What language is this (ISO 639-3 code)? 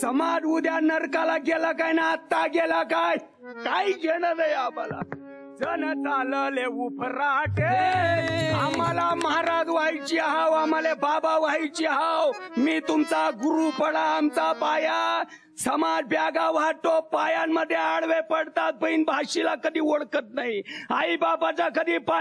mar